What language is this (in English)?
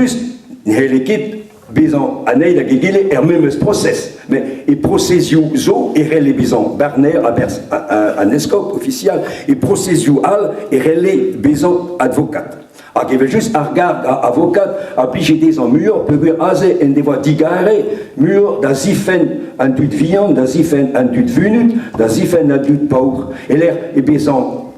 Breton